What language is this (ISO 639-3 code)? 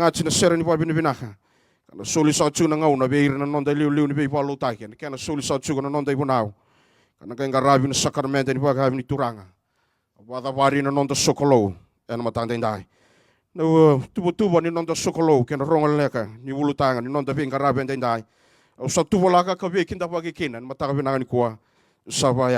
fij